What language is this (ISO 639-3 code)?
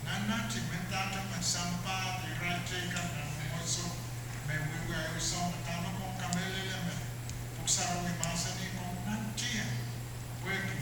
pon